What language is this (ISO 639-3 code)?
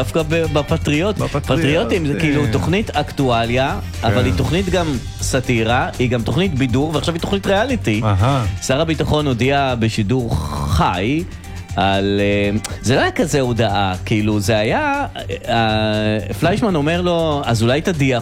heb